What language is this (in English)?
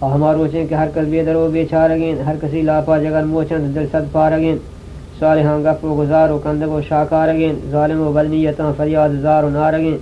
Eastern Balochi